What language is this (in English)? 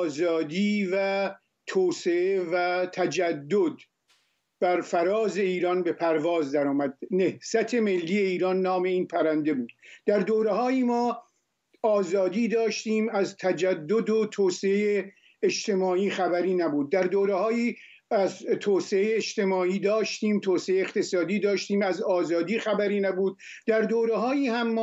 Persian